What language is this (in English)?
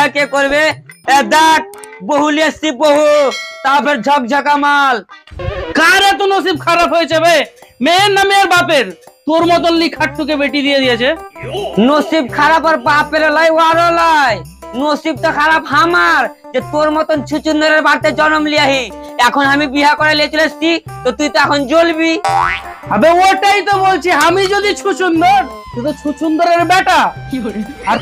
Bangla